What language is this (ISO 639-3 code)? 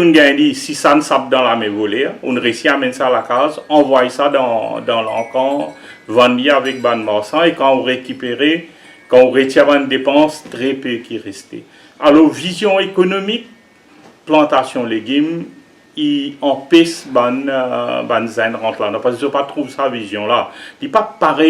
mfe